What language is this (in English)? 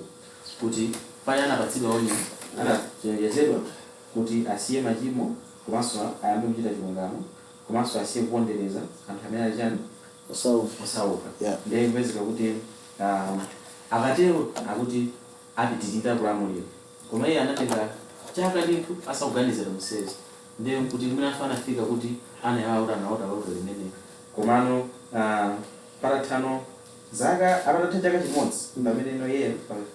Nyanja